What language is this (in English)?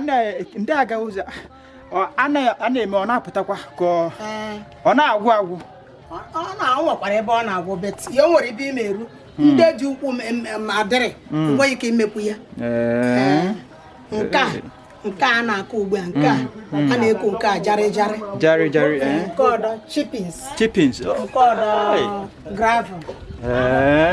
Igbo